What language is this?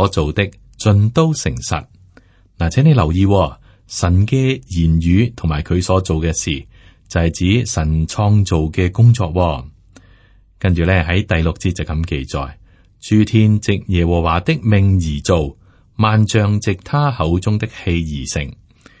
Cantonese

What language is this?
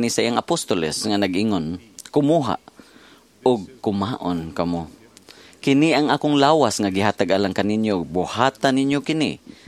Cebuano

